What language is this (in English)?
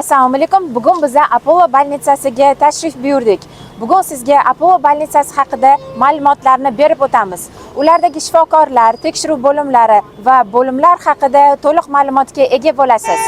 Uzbek